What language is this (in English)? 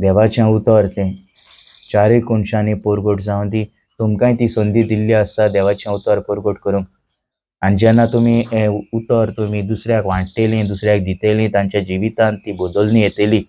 Konkani